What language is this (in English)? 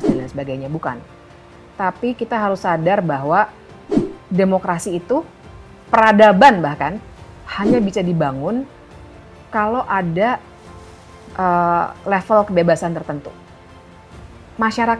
Indonesian